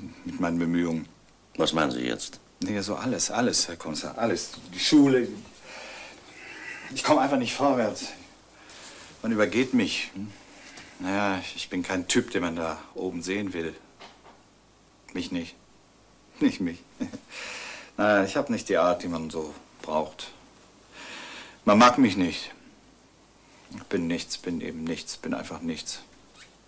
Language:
German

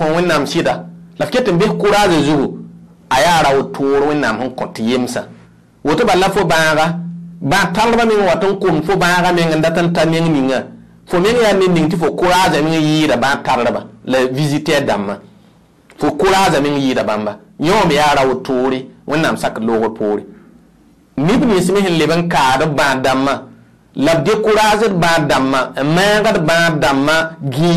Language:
Mossi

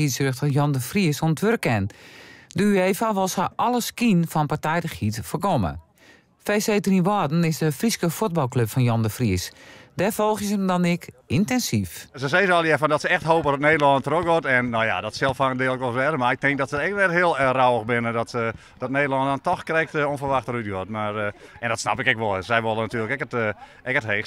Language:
Western Frisian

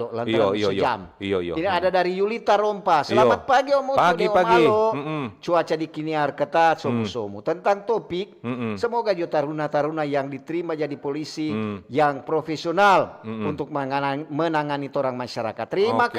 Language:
Manado Malay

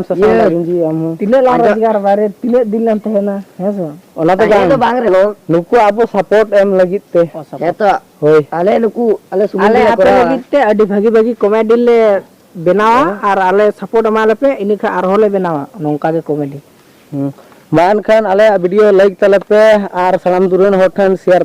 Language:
Santali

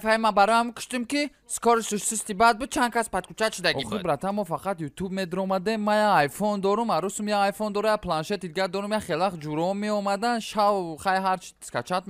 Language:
Tajik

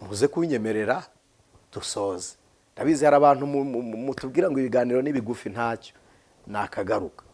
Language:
Kinyarwanda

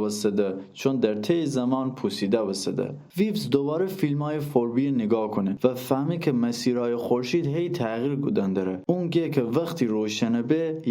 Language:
Gilaki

